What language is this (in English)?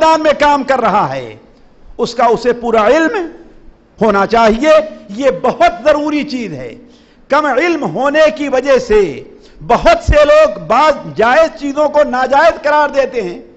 Urdu